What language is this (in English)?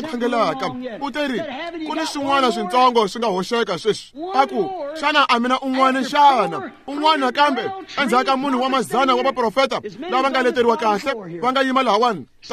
Tsonga